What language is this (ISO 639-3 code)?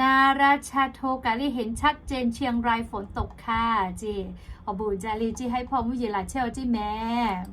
lhu